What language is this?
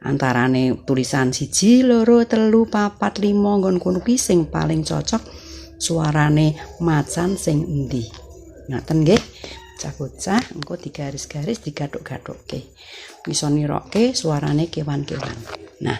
Javanese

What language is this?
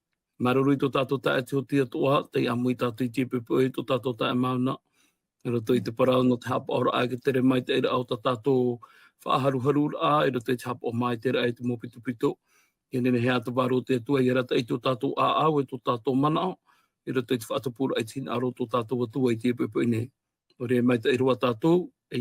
Tahitian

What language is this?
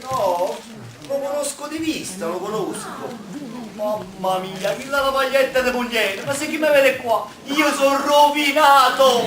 Neapolitan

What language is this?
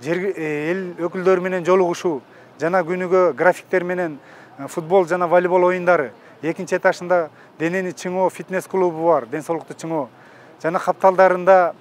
Kyrgyz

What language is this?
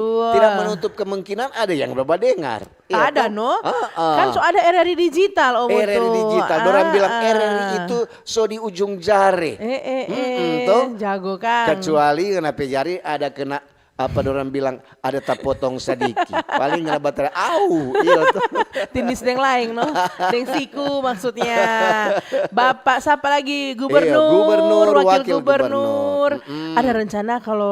Manado Malay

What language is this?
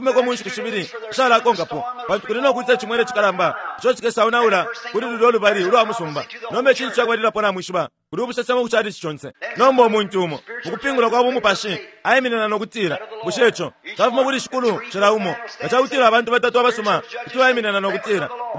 Bemba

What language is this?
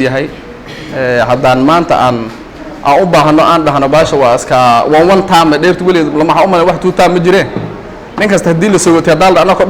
Somali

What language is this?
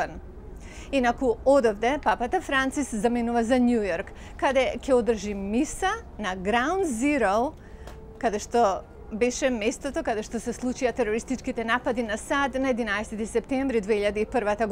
Macedonian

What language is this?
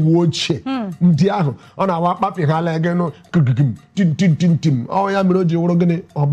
Igbo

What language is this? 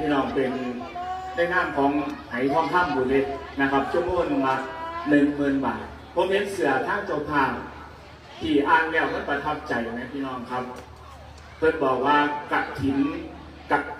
Northeastern Thai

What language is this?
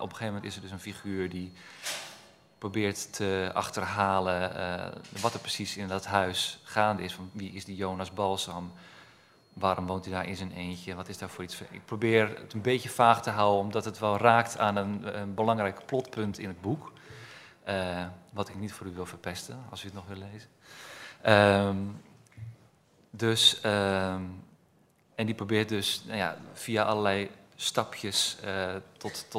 Dutch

